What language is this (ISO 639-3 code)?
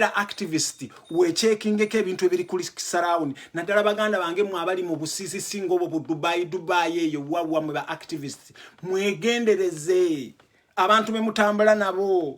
lug